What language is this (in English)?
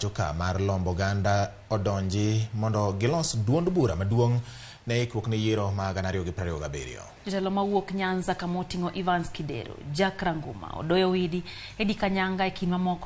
Luo (Kenya and Tanzania)